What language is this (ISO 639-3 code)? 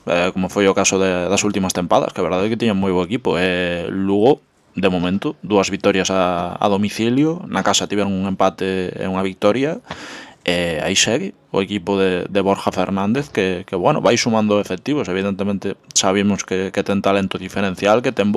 glg